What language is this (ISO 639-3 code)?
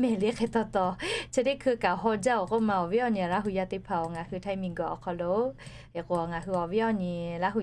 lhu